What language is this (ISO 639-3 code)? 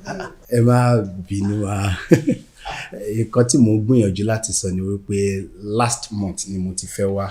yor